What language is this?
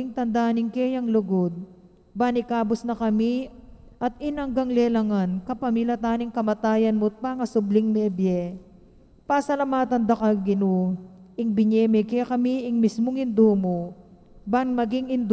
Pampanga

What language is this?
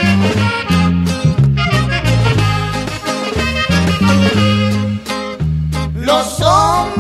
Spanish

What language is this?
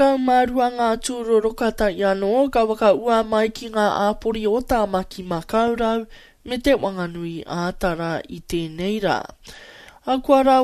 Māori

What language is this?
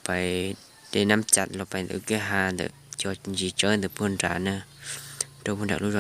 Hmong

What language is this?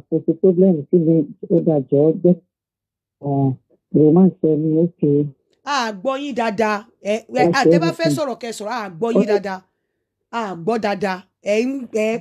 Yoruba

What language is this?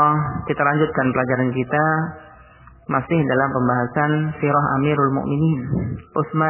Indonesian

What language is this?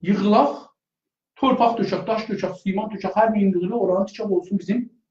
South Azerbaijani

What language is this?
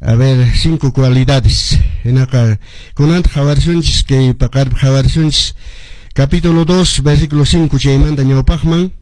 Quechua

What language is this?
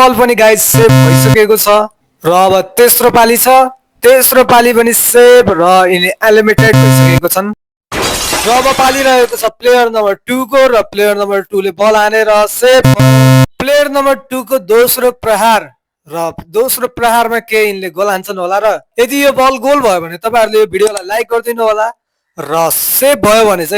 Nepali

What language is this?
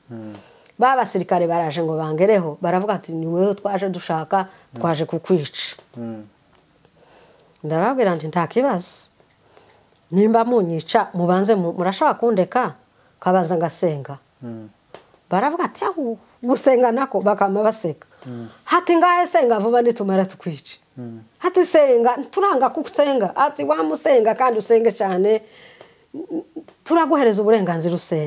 Kinyarwanda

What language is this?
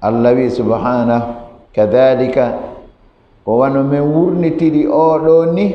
Fula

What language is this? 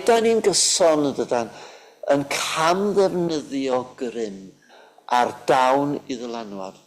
Welsh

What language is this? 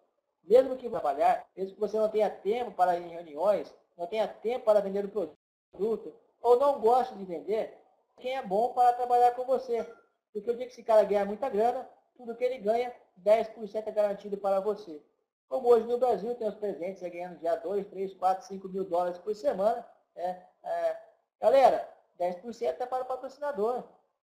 Portuguese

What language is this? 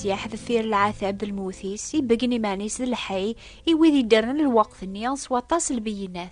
Kabyle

